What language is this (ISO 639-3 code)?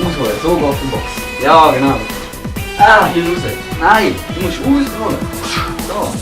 gsw